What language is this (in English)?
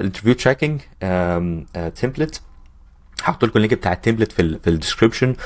Egyptian Arabic